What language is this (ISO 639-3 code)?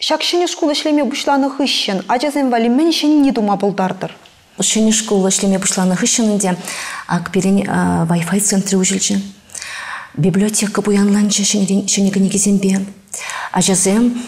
chv